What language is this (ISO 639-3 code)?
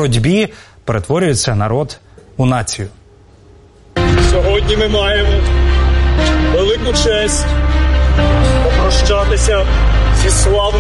ukr